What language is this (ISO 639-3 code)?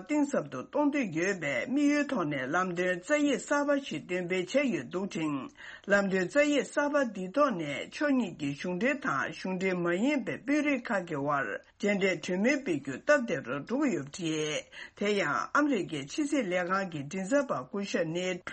bod